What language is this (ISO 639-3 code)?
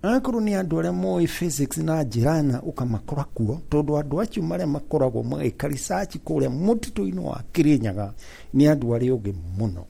kik